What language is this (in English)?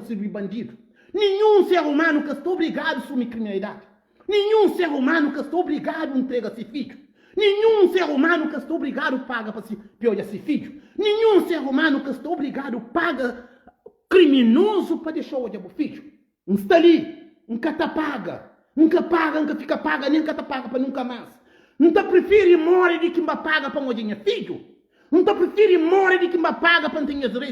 Kabuverdianu